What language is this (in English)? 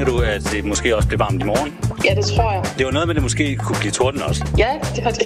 Danish